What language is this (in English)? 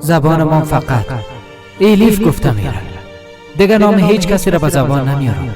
Persian